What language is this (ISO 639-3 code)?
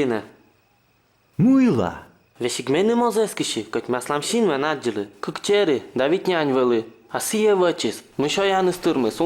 kom